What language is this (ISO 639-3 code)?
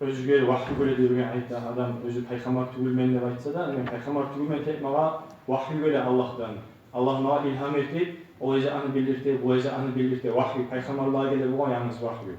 kum